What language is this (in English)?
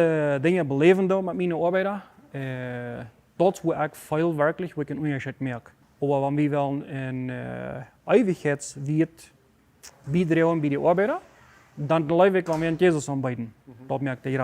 Plautdietsch